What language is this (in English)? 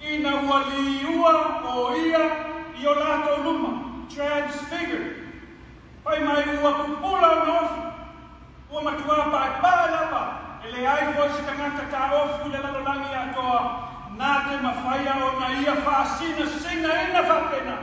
Samoan